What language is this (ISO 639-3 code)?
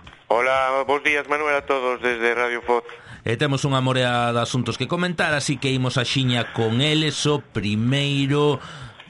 glg